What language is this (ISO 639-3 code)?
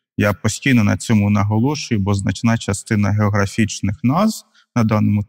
ukr